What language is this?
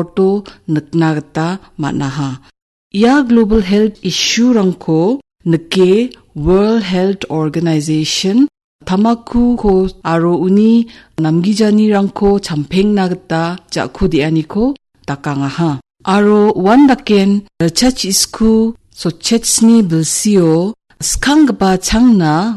Garo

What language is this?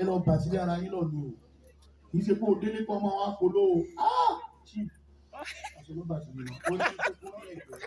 Yoruba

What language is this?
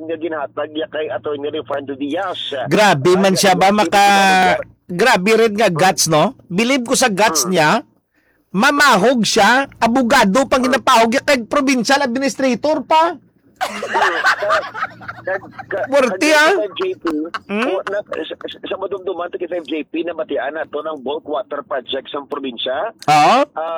Hiligaynon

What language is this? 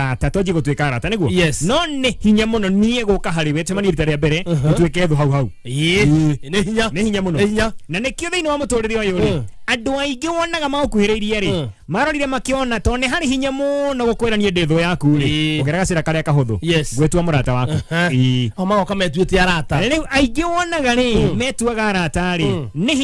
Kikuyu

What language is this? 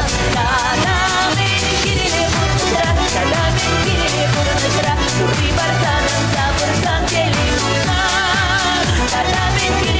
Chuvash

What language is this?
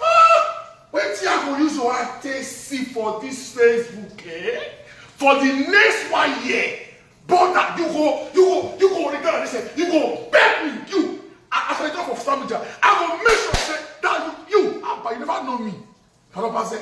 Nigerian Pidgin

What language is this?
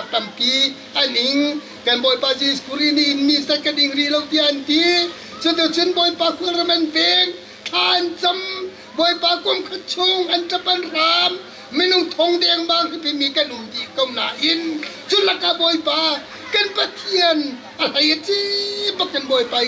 Hakha Chin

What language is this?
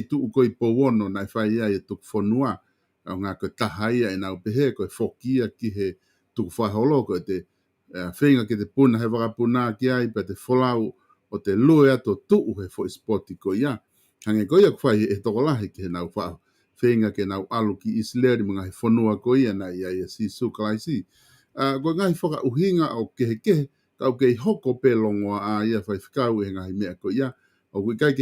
Tongan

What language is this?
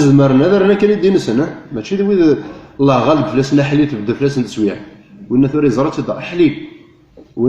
Kabyle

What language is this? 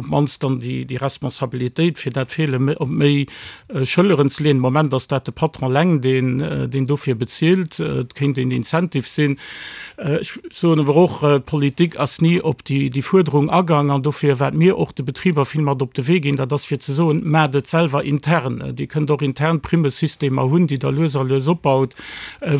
Luxembourgish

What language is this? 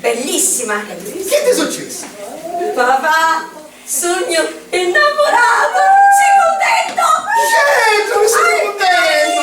Sicilian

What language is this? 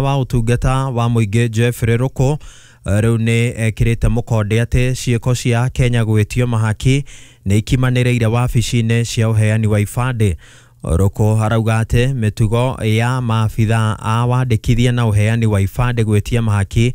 Kikuyu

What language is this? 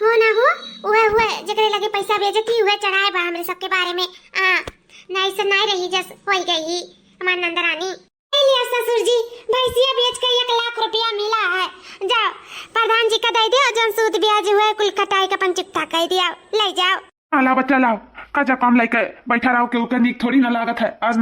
Awadhi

